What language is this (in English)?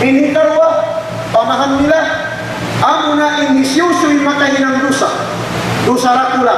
Tausug